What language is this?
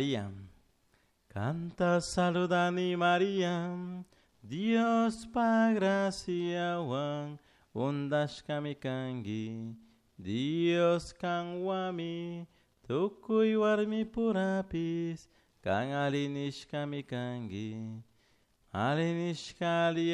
Chimborazo Highland Quichua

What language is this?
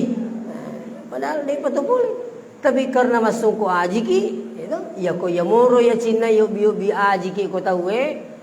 Buginese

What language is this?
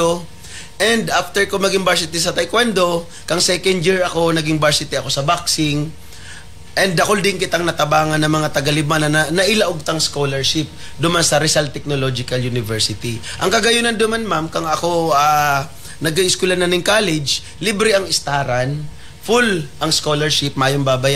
Bikol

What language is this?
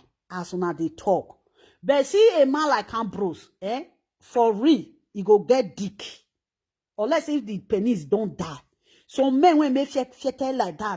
Nigerian Pidgin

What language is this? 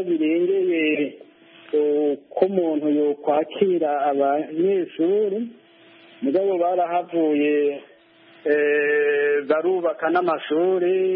Kinyarwanda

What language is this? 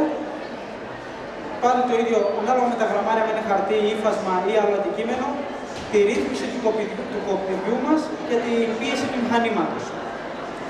Greek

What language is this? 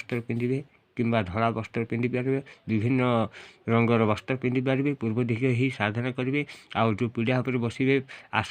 Odia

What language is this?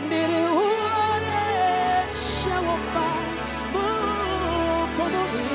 Venda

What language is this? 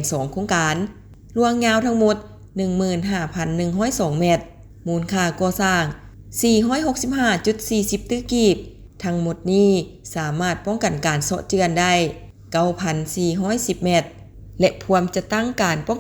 Lao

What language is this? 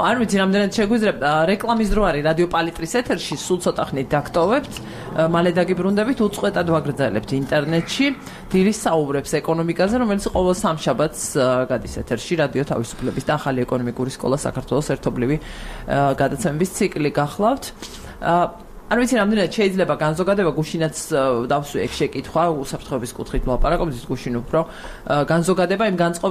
Georgian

